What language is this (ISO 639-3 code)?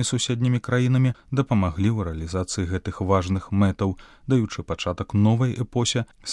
bel